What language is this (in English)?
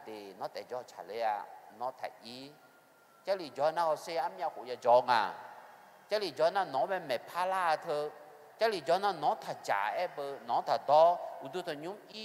Akha